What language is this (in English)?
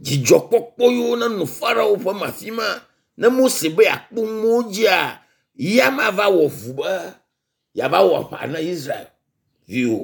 Ewe